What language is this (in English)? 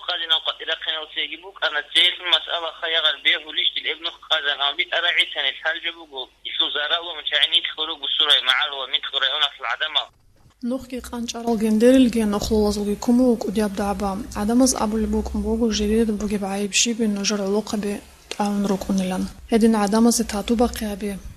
Avaric